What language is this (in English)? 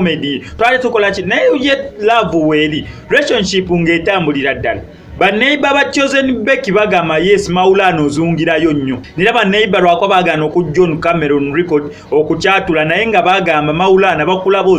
Ganda